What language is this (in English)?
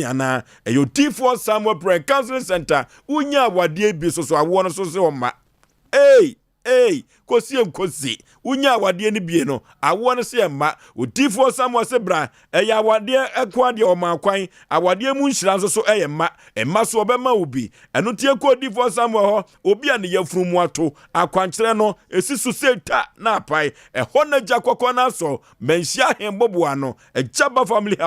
Akan